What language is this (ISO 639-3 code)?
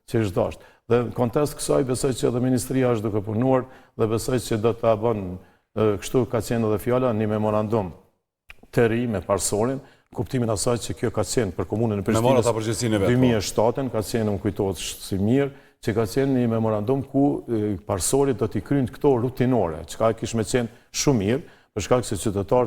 sqi